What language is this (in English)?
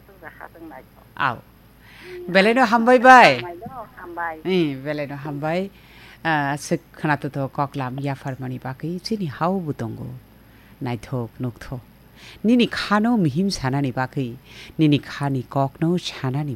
Kok Borok